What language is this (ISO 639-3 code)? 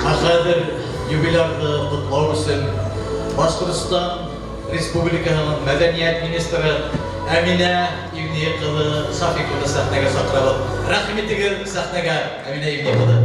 bak